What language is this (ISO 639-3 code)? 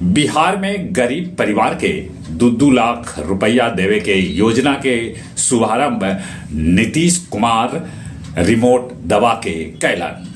mag